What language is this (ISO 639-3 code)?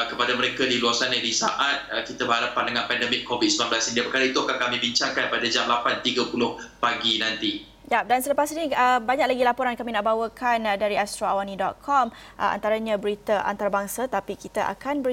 msa